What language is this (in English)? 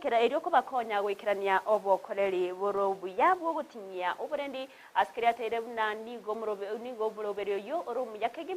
Gusii